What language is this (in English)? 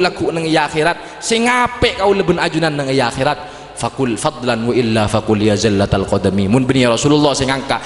Madurese